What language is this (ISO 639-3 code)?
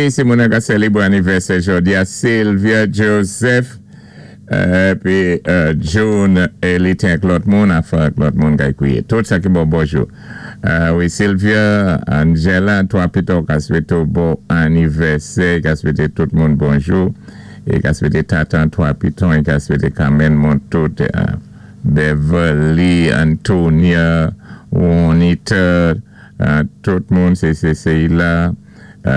acf